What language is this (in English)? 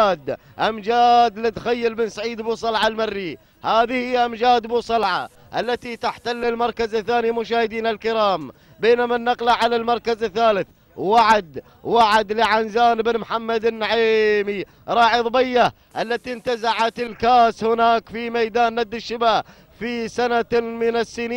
Arabic